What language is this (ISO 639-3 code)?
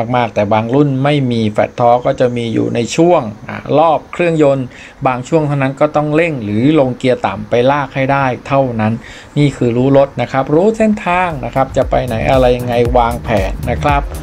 tha